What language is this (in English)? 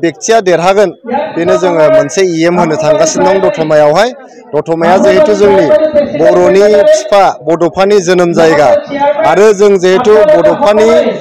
Bodo